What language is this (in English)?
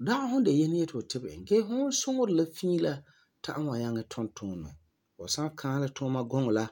Frafra